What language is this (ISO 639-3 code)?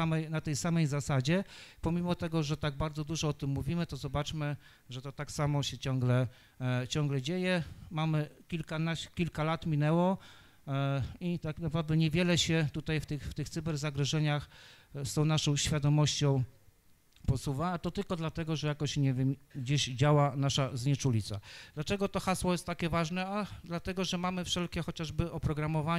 pol